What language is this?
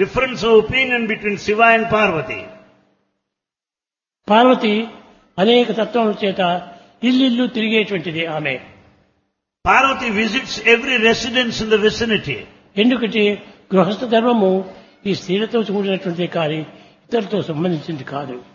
Telugu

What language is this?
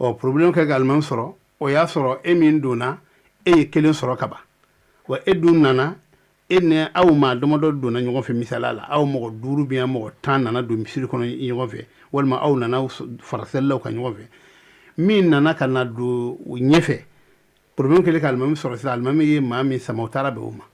Bambara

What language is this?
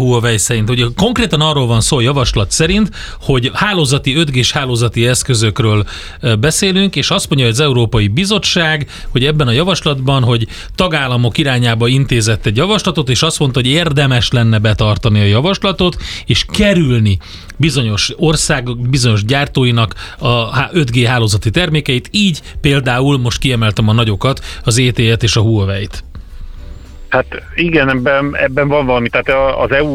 Hungarian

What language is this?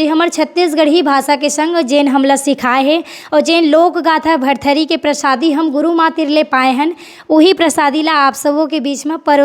Chhattisgarhi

